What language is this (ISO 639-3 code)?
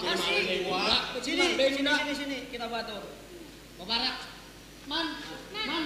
bjn